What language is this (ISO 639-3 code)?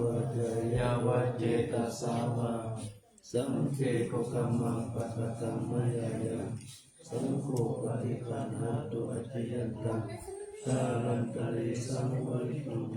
pli